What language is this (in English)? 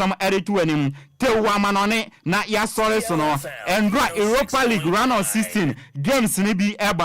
Akan